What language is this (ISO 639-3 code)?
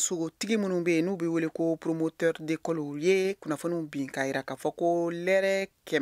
bam